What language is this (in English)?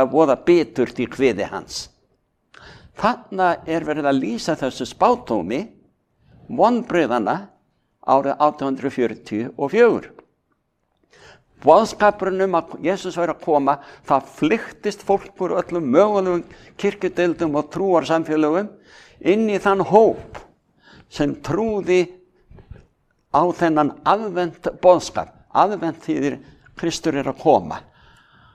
Icelandic